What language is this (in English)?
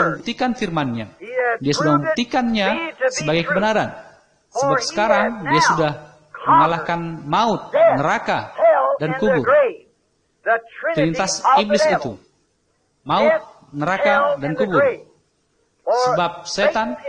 Indonesian